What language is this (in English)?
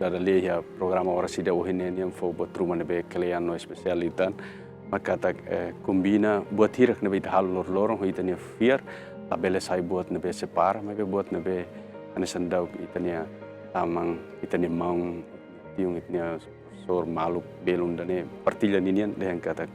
Tetum